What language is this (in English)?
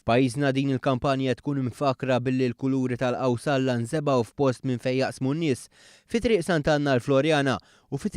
Maltese